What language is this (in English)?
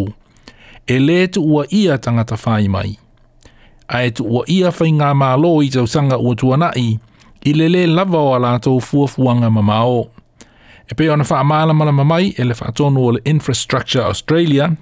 Samoan